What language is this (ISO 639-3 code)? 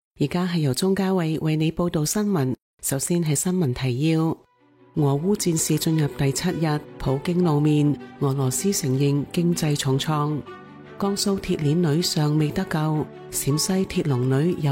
yue